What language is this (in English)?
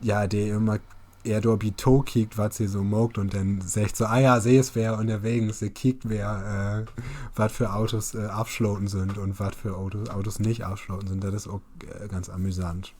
Low German